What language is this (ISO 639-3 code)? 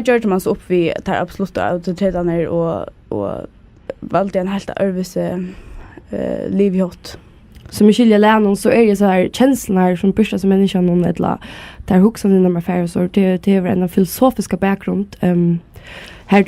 fao